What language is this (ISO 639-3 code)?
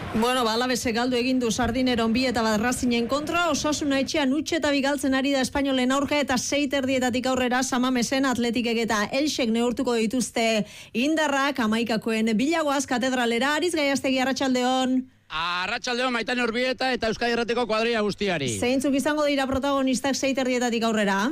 eus